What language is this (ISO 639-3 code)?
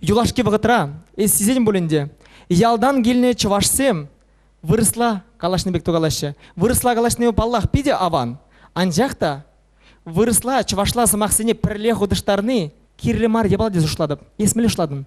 chv